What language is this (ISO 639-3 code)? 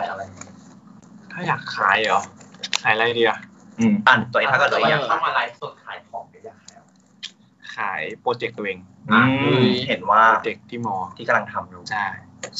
tha